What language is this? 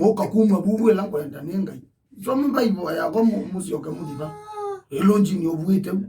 Kamba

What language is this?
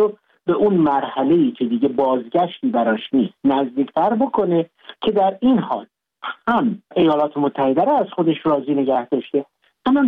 Persian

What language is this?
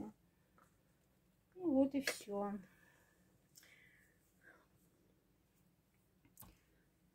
Russian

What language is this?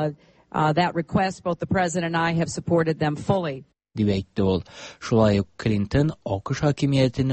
Tatar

